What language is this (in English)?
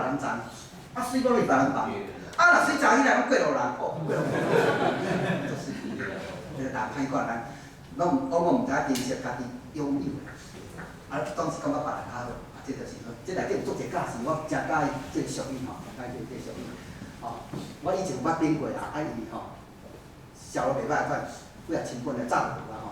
Min Nan Chinese